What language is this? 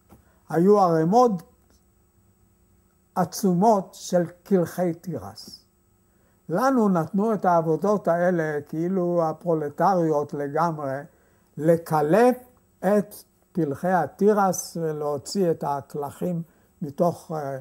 Hebrew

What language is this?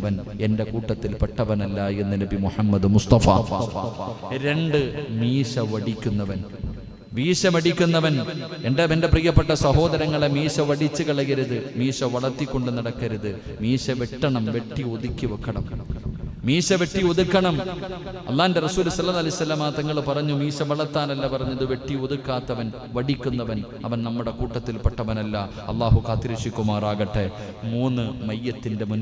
Malayalam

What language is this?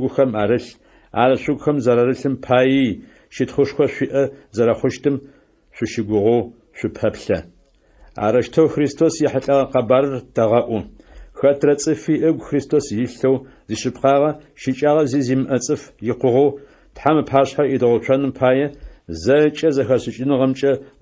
Adyghe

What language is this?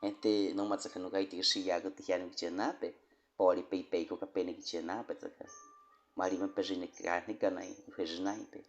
Baniwa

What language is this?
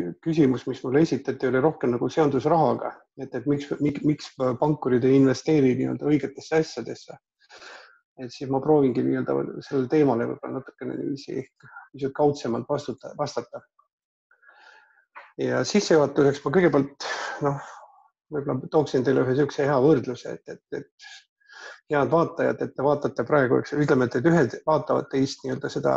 Estonian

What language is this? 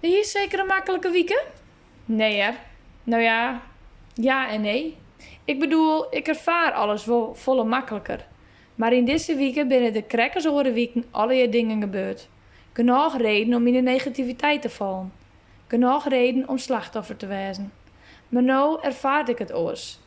Western Frisian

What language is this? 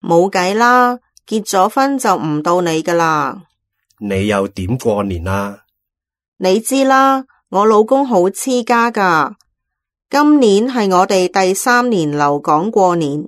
Cantonese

